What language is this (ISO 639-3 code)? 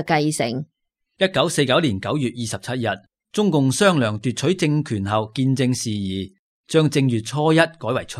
yue